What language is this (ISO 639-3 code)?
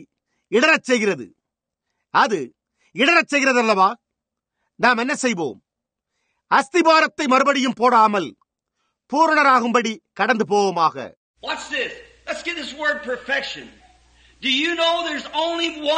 tam